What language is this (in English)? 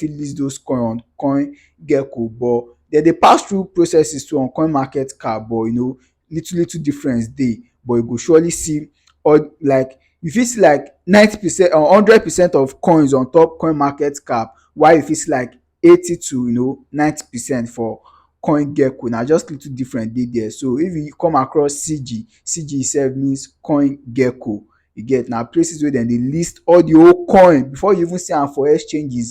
Nigerian Pidgin